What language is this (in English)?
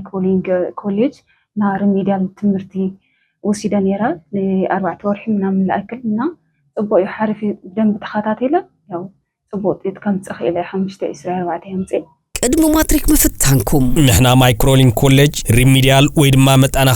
Tigrinya